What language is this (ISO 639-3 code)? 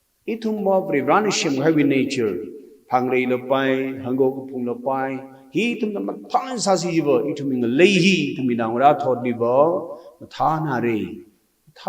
nmf